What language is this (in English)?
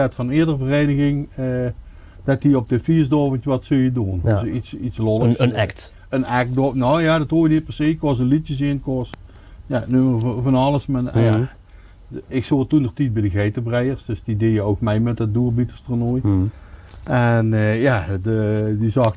Limburgish